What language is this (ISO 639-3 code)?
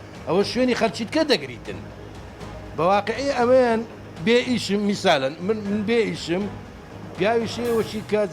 ckb